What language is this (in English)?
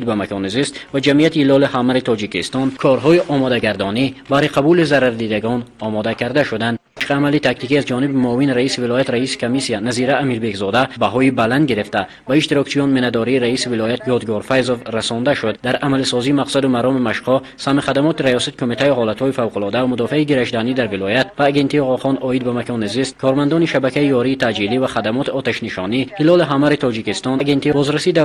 Tajik